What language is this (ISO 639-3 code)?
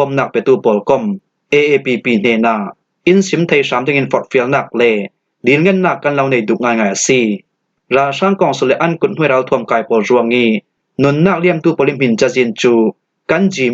cfm